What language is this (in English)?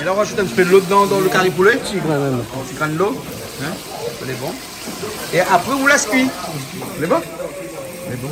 Réunion Creole French